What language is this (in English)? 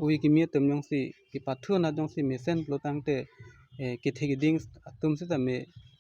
Karbi